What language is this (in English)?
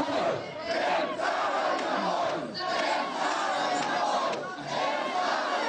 Romanian